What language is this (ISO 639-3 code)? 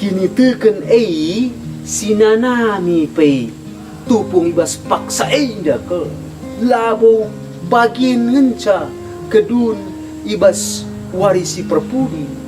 btx